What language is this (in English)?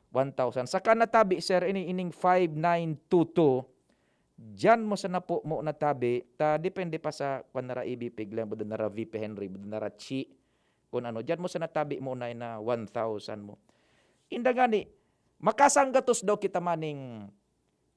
Bikol